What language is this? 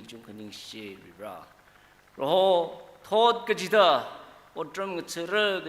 Tangkhul Naga (India)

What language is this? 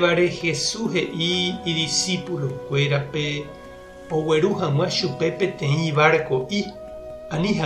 Guarani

